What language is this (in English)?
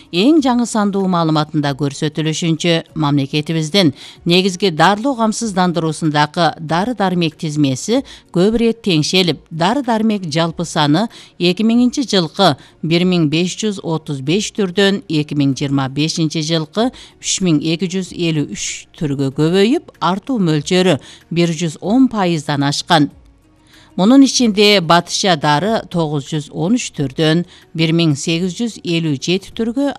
Kyrgyz